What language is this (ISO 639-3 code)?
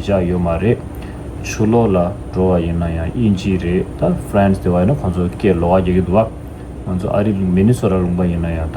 bod